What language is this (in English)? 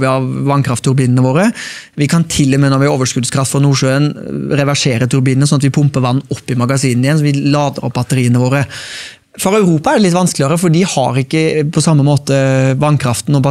Norwegian